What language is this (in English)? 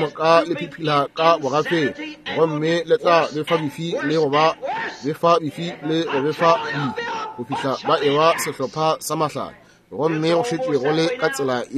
Northern Sotho